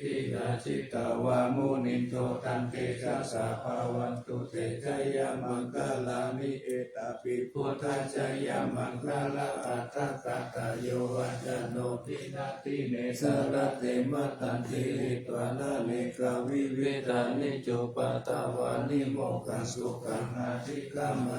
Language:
Pali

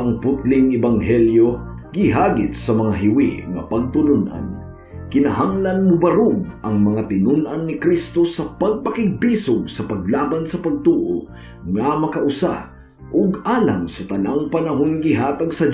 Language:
Cebuano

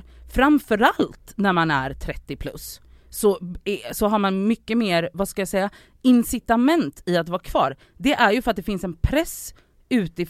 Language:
Swedish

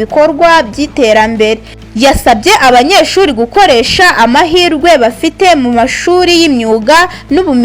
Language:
Kinyarwanda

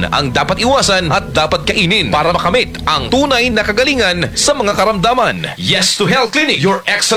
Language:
Filipino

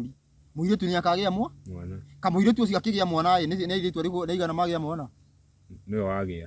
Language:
Kikuyu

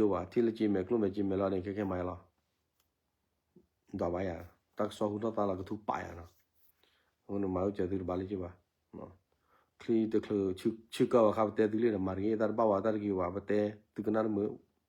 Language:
S'gaw Karen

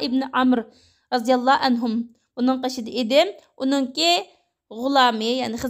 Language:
Uyghur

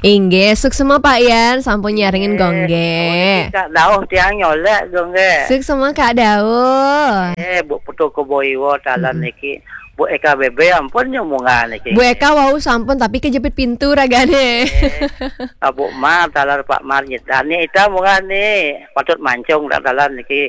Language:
Balinese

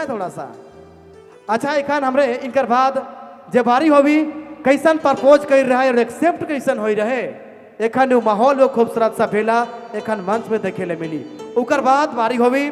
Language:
Sadri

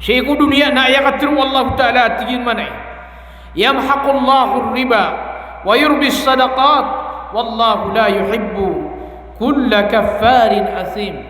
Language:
Maranao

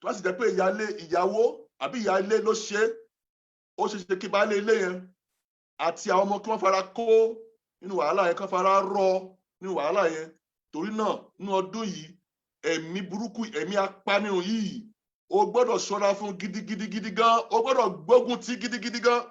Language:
Yoruba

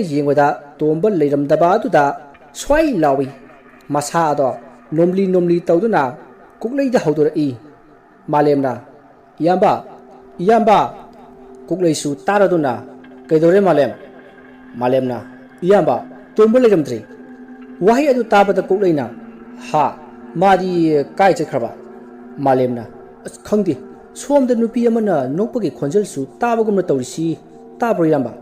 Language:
Manipuri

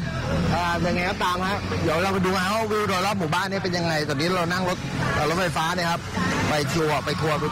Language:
Thai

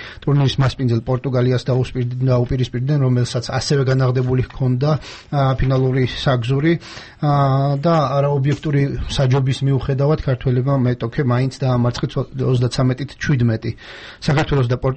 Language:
Georgian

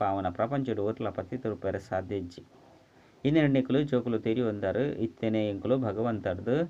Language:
Tulu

